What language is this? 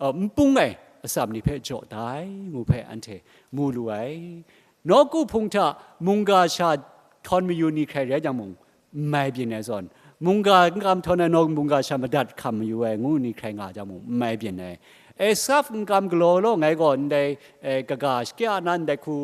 Kachin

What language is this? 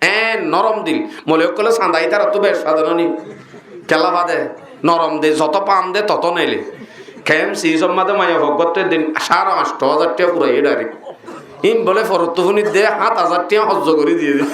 Rohingya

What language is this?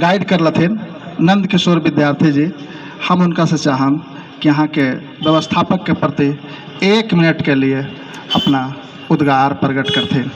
Magahi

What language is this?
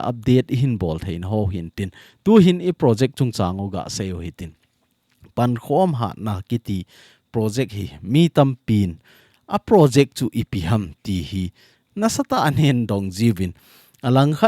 Thado Chin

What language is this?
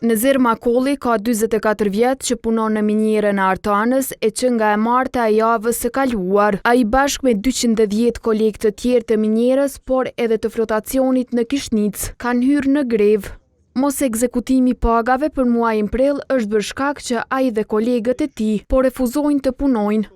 Albanian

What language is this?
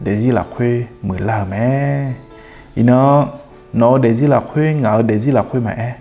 Akha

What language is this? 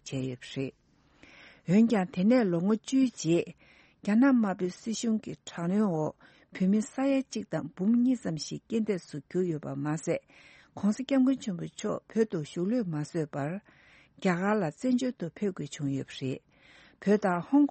Tibetan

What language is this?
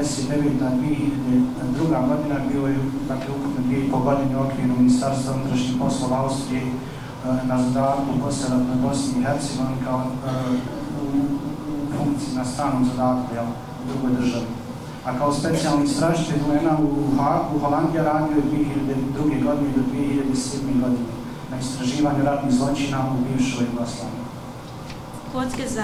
Bosnian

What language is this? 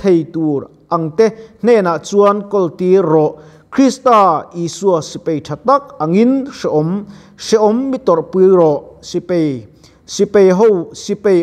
Mizo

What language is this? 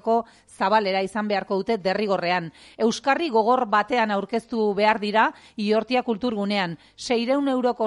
Basque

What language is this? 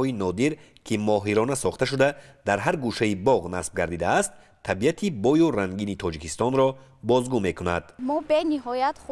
Tajik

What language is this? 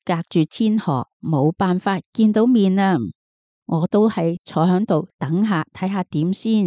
Cantonese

